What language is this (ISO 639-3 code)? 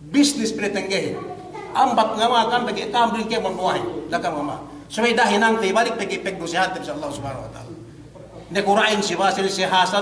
yka